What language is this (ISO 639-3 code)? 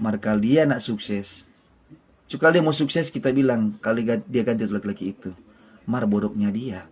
xmm